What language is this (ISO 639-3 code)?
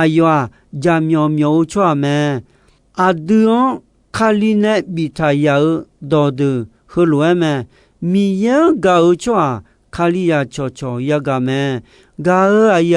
ahk